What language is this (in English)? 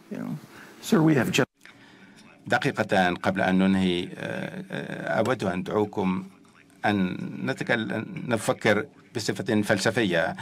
Arabic